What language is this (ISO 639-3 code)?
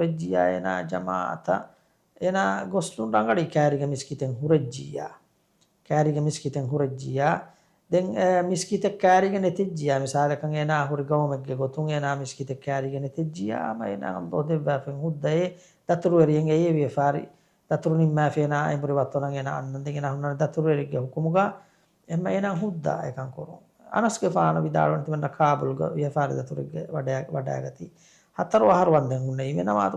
div